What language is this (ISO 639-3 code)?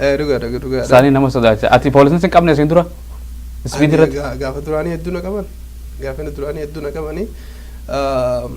orm